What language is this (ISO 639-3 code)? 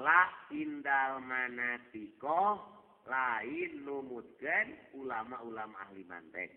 sun